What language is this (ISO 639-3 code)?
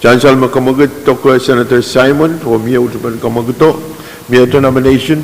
pon